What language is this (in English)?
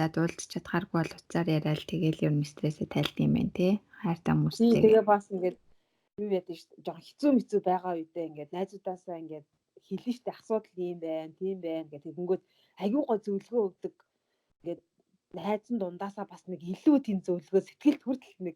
Mongolian